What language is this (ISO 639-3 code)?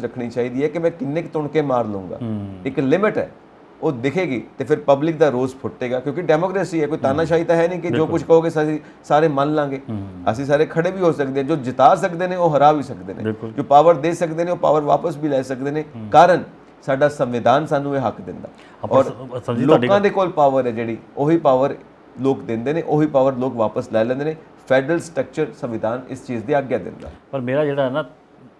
pan